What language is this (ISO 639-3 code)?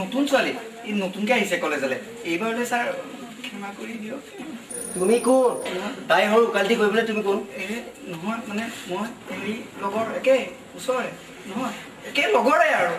asm